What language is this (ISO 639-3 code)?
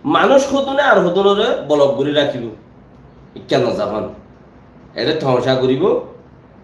rhg